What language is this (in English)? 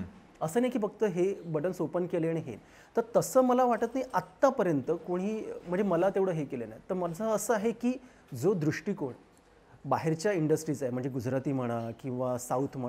Marathi